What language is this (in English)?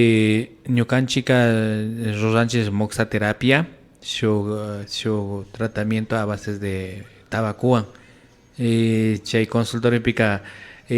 Imbabura Highland Quichua